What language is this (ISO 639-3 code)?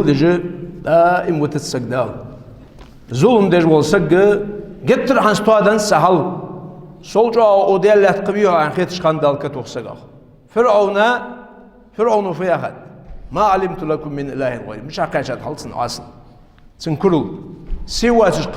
inh